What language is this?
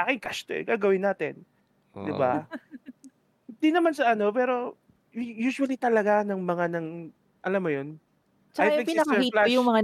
Filipino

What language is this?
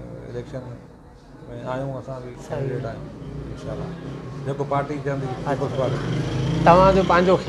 Sindhi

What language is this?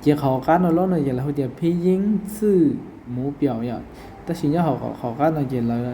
Hmong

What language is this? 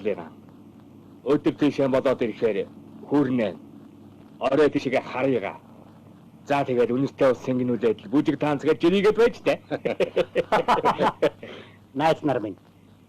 Mongolian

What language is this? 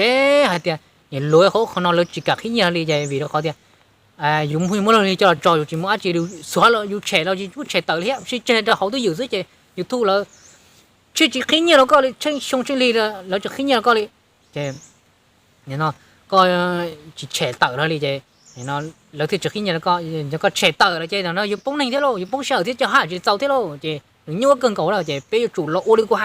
Hmong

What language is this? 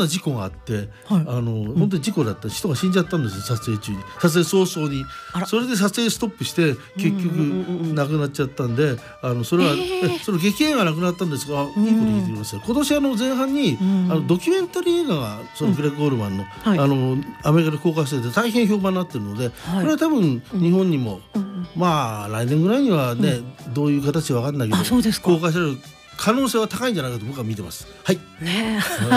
Japanese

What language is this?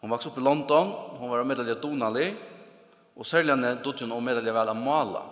Faroese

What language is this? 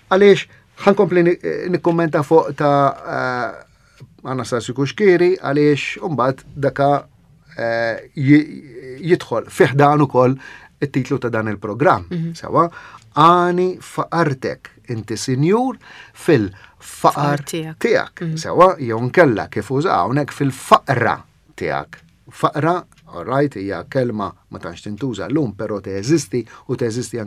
Maltese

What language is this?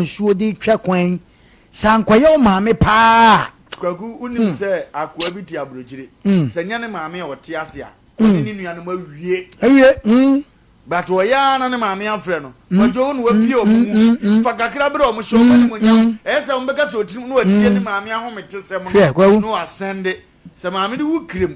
Akan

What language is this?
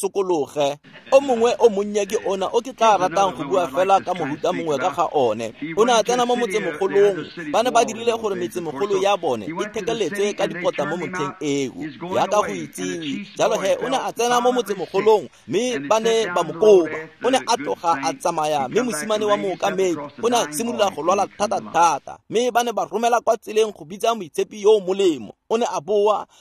Tswana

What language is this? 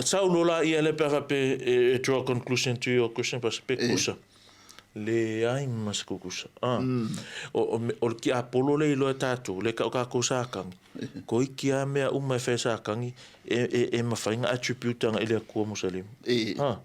Samoan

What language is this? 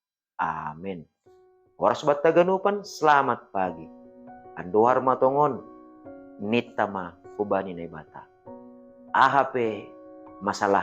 Batak Simalungun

